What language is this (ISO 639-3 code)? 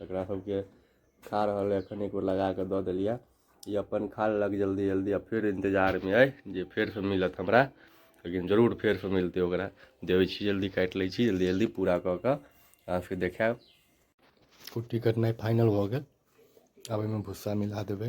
mai